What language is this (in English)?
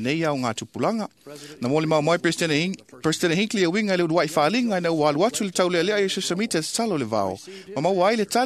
Samoan